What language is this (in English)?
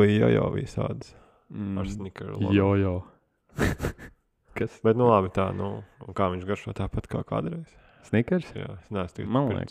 Latvian